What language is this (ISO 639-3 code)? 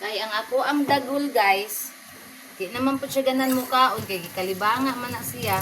ceb